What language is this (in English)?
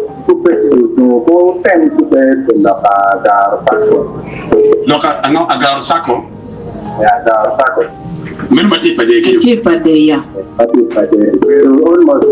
Acoli